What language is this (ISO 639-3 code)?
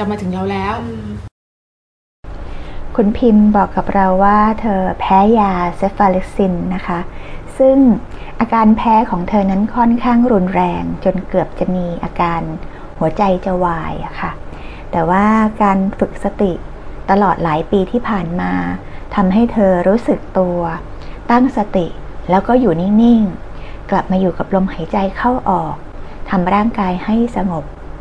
tha